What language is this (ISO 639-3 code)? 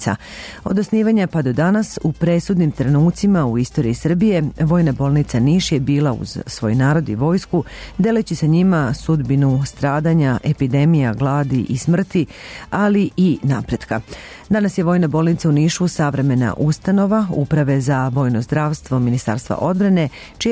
srp